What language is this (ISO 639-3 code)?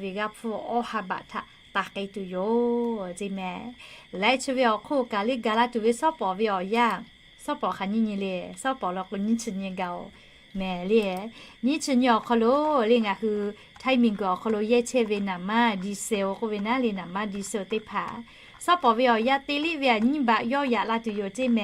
lhu